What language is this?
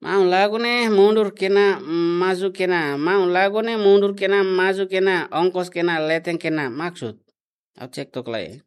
Tetum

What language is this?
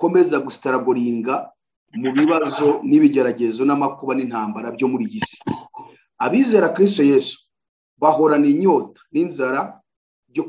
Kinyarwanda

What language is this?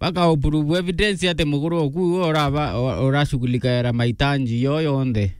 Meru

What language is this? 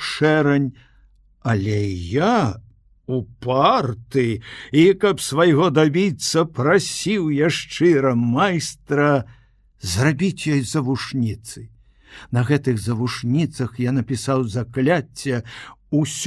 Belarusian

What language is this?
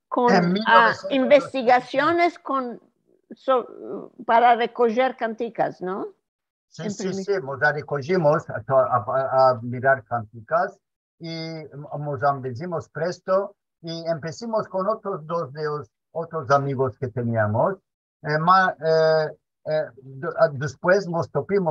Ladino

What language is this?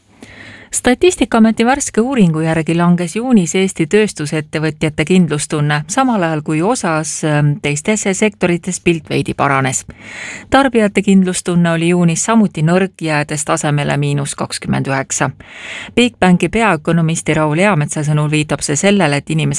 Estonian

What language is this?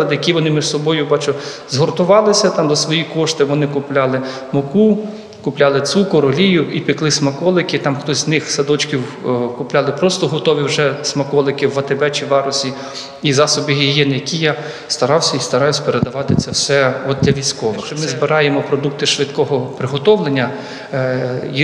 Ukrainian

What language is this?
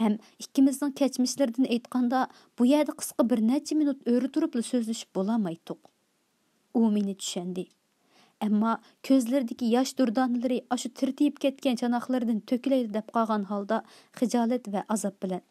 Uyghur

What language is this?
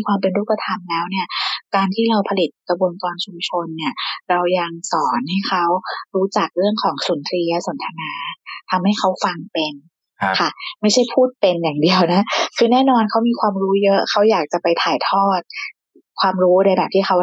Thai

